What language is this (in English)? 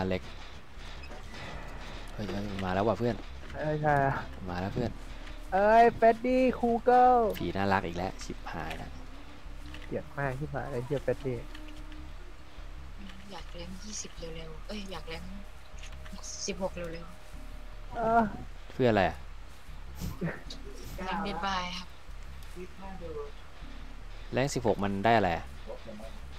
Thai